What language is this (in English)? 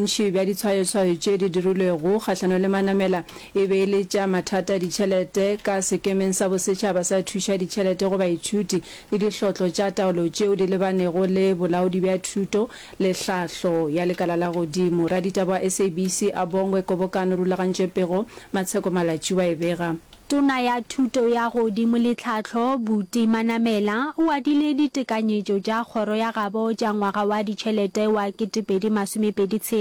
Northern Sotho